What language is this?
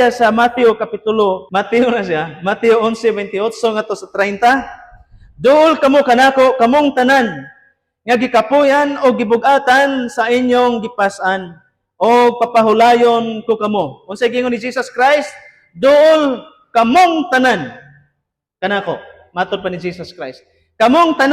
Cebuano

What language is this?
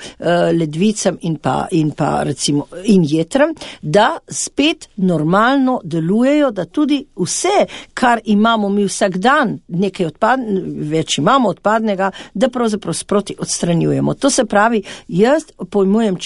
Slovenian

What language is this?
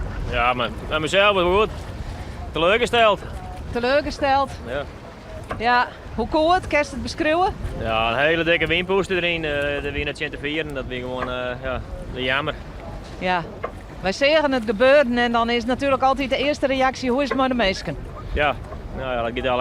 Western Frisian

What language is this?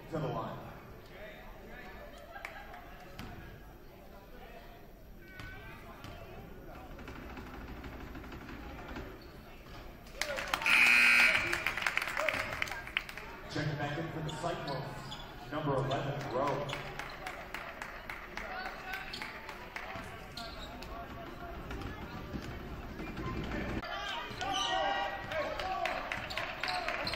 English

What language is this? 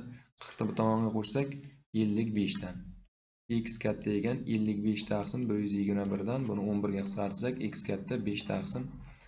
Uzbek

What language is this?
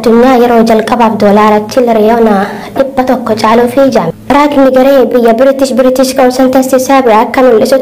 Oromo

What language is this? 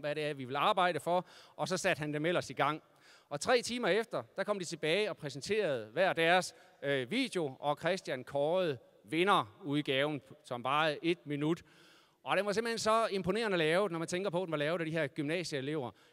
Danish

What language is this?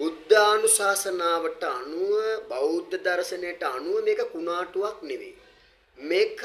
Sinhala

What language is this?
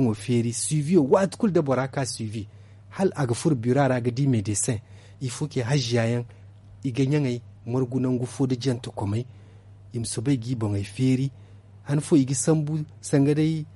Zarma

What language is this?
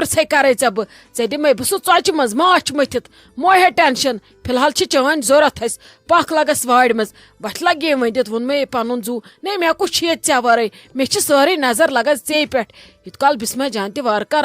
Kashmiri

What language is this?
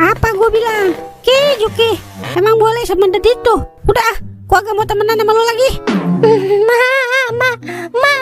Betawi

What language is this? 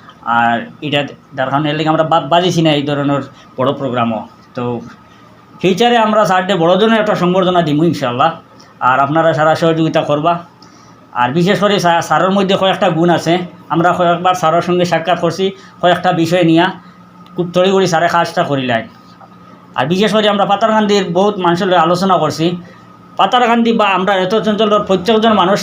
Sylheti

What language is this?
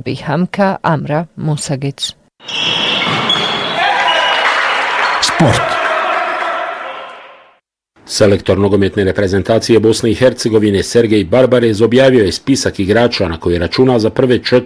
Bosnian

